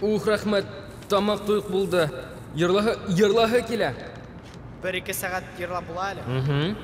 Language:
Bashkir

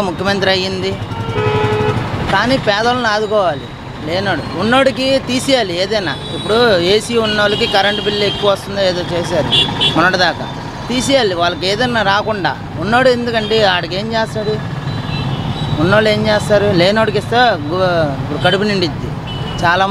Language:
Telugu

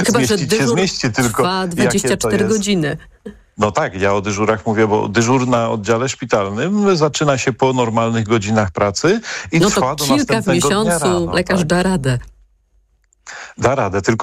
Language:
Polish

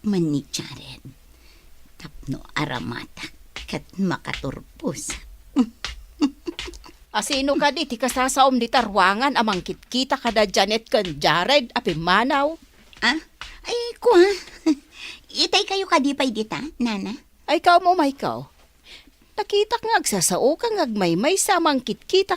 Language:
Iloko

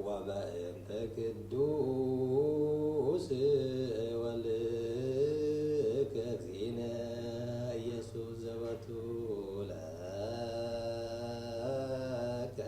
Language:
Geez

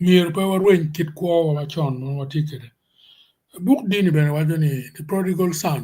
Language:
Acoli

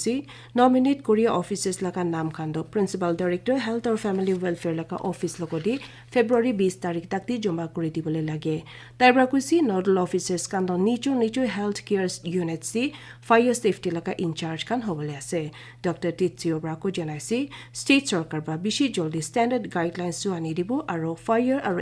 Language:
Naga Pidgin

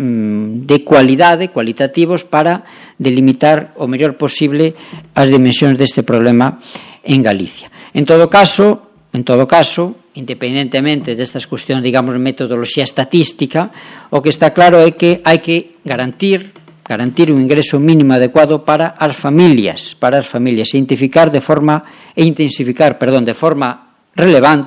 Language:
Galician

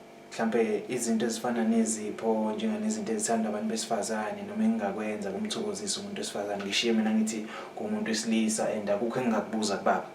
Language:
Zulu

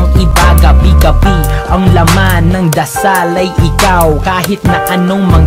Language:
Filipino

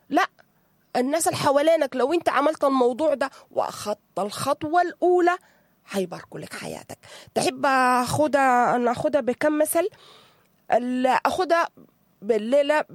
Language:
Sudanese Arabic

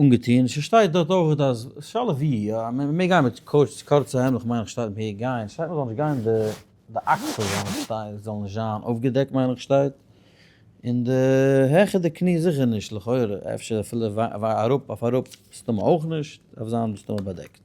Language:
Yiddish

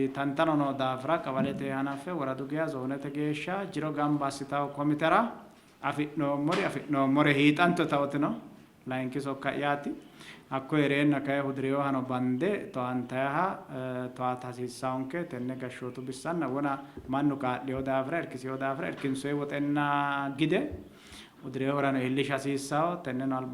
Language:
Sidamo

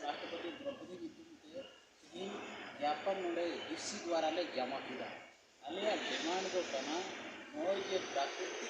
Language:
Santali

